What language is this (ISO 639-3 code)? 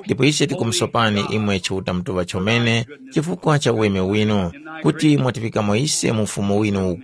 tum